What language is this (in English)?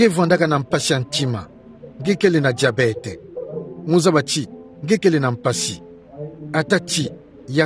Kituba (Democratic Republic of Congo)